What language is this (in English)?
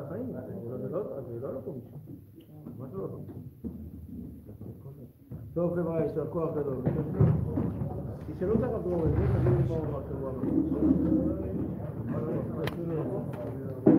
Hebrew